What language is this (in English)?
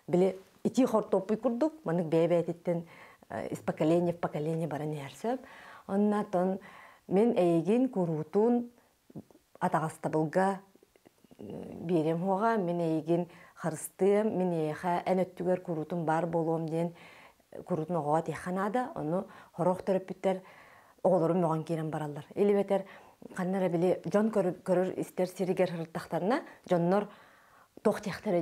Yakut